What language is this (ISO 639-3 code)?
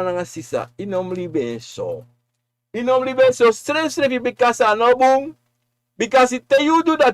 srn